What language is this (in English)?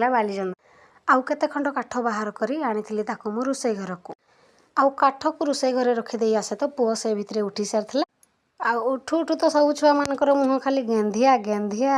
Odia